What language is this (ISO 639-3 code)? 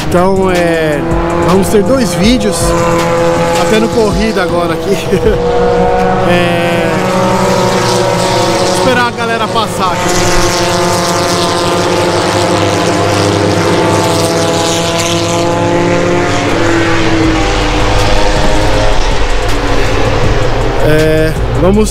por